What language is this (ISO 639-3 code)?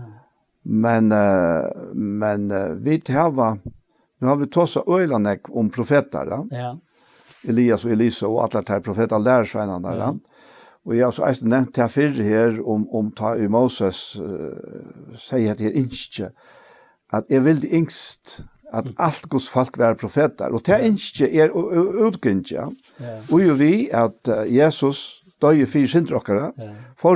fao